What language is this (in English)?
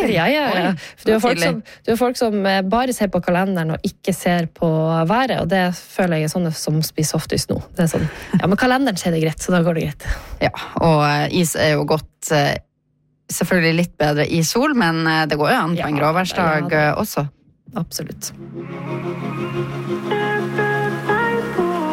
Norwegian